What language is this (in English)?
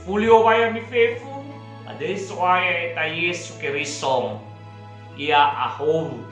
Nias